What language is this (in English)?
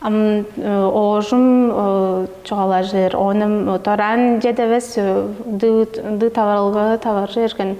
Tuvinian